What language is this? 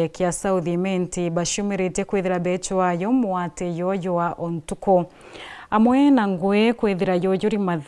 Meru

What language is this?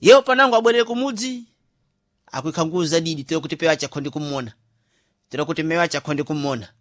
Sena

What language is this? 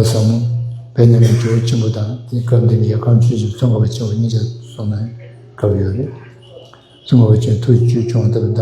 Tibetan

